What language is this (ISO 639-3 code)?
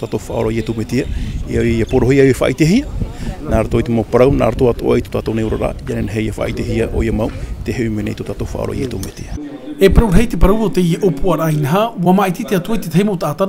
tah